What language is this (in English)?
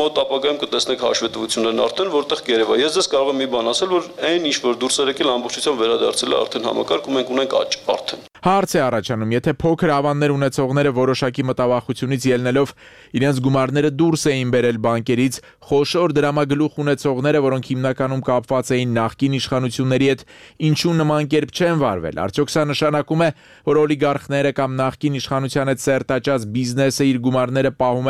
Armenian